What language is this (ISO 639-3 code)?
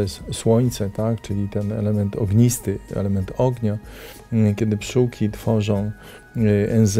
pol